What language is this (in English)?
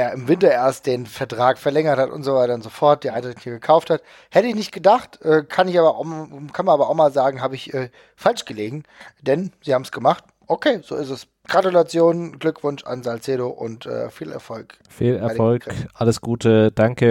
German